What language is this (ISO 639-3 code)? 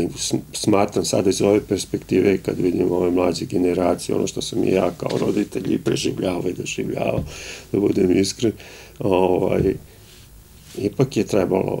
srp